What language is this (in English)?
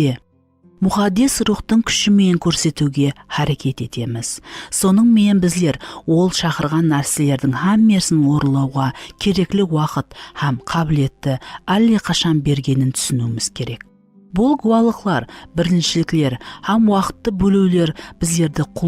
Kara-Kalpak